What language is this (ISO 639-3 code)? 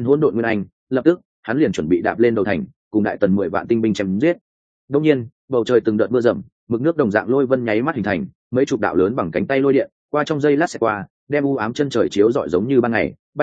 vie